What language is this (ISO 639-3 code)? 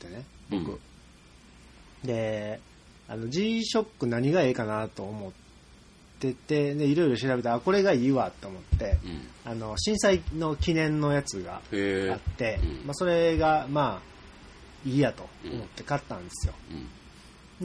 jpn